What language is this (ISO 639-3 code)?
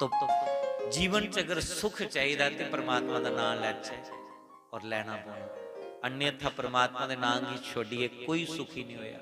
doi